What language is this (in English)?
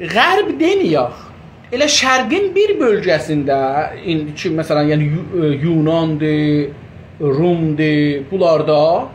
South Azerbaijani